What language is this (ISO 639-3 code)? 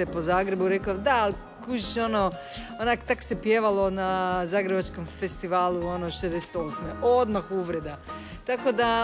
hrv